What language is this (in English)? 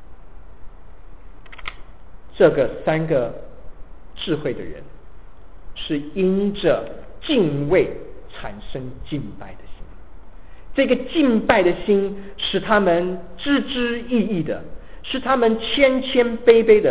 Chinese